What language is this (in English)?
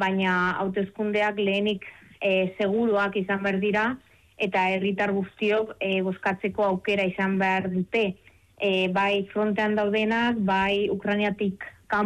Basque